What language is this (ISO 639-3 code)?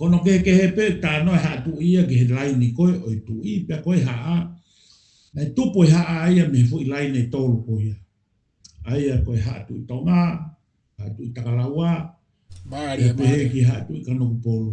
ton